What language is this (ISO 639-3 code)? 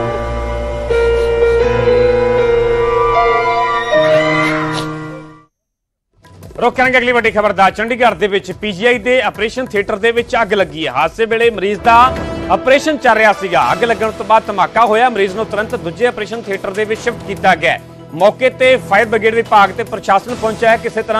pan